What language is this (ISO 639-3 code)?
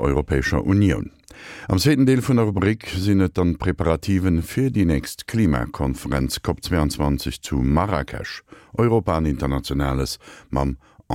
ltz